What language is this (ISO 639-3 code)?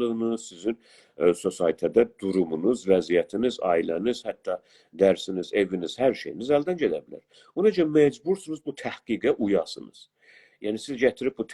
azb